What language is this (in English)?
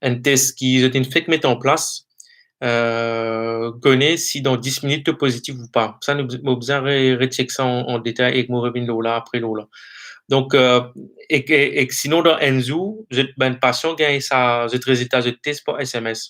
Morisyen